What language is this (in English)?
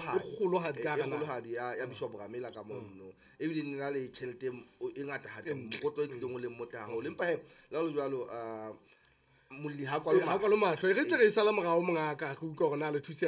Southern Sotho